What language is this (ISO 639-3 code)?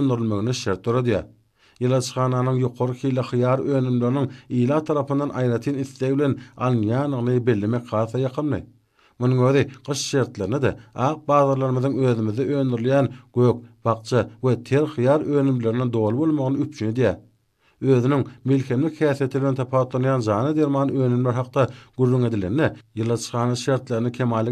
tuk